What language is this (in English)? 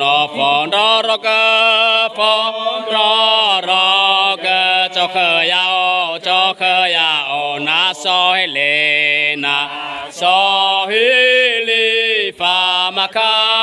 Nias